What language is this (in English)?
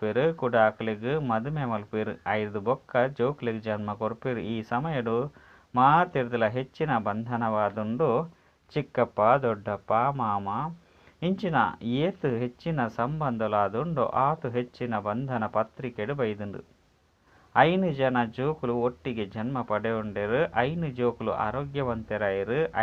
Tulu